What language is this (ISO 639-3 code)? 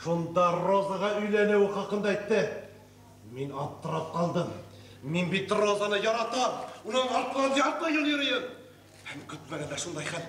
bak